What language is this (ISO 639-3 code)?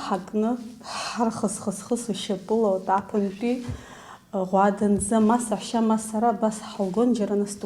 abk